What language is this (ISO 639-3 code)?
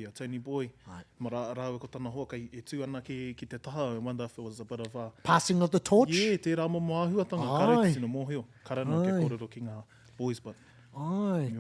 mri